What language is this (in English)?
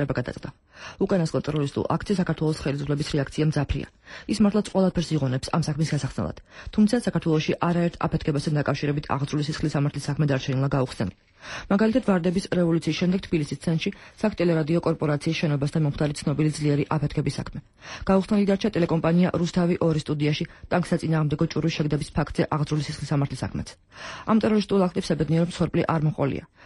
Georgian